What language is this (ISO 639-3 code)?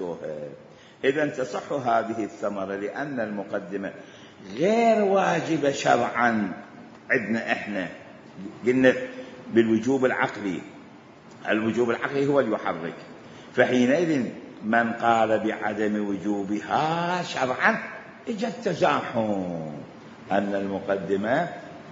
acm